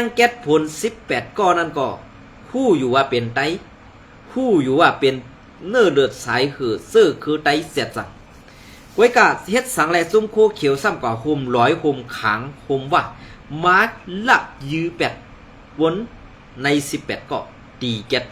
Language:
Shan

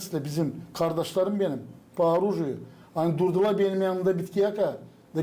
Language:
Gagauz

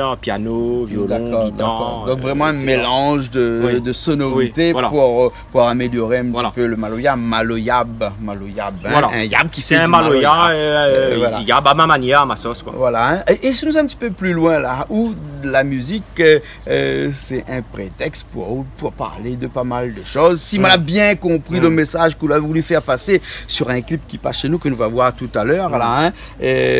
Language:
Réunion Creole French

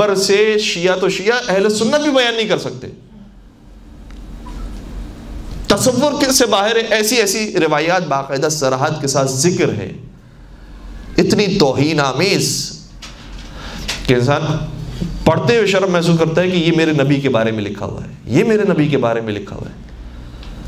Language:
Urdu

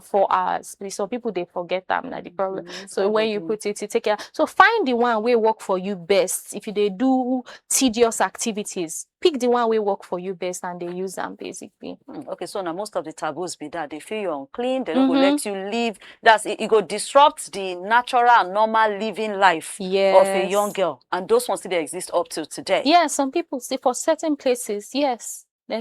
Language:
Nigerian Pidgin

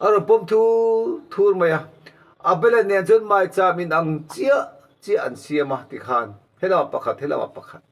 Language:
Mizo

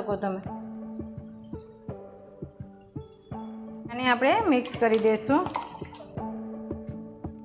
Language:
Gujarati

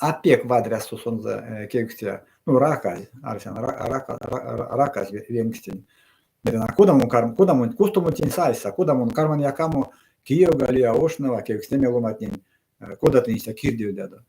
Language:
Erzya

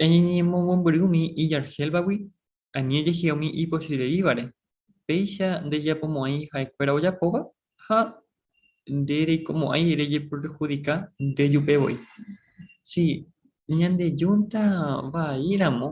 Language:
Guarani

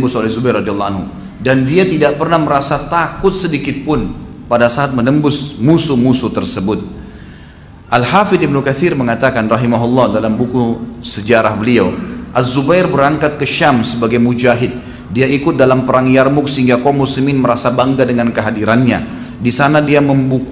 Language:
Indonesian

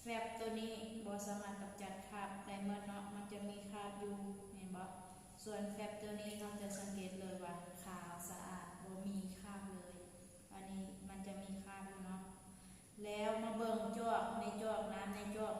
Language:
Lao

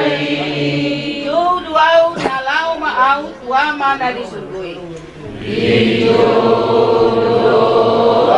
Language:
Batak Toba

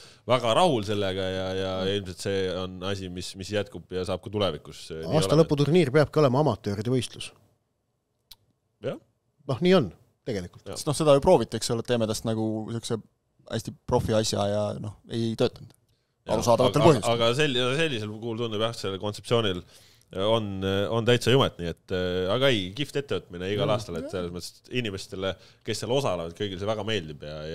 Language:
Estonian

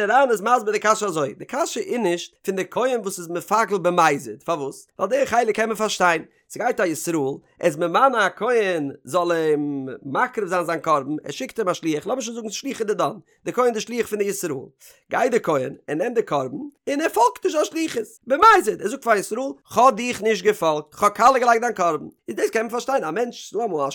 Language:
Yiddish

